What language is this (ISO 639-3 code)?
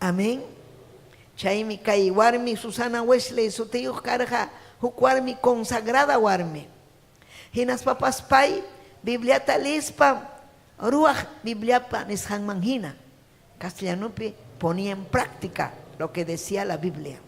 quy